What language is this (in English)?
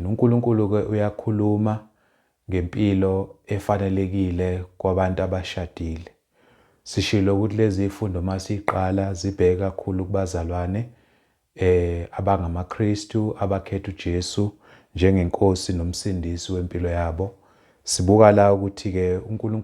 Zulu